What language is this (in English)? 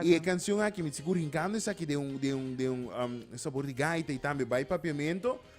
Papiamento